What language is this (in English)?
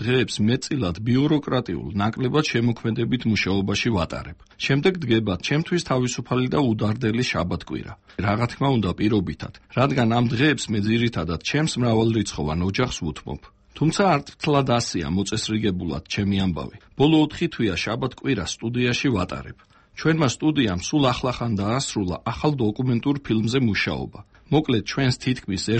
Georgian